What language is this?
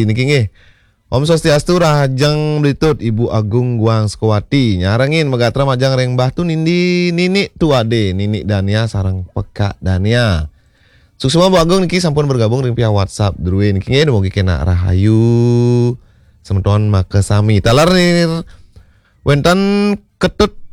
Balinese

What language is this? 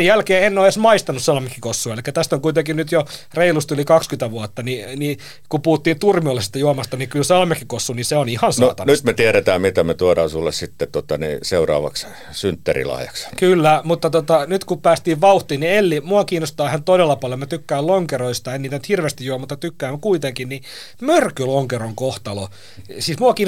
Finnish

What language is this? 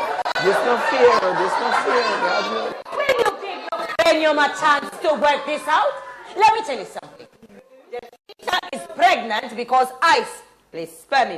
Jamaican Creole English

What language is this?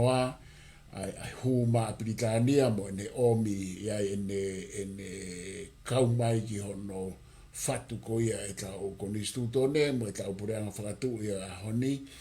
Tongan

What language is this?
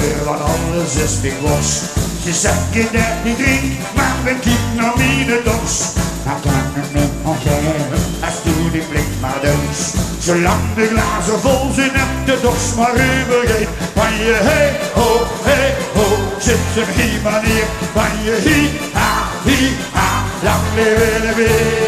Limburgish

